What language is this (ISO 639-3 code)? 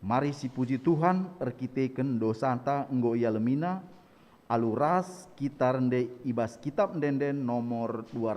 btx